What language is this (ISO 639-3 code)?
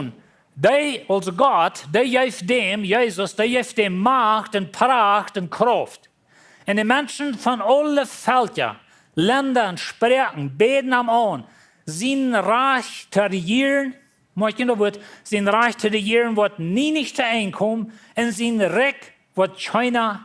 pdt